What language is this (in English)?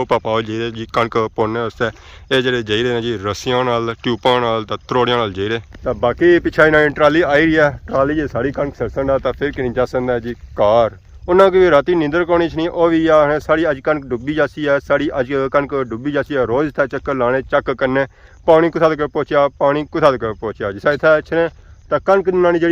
Pahari-Potwari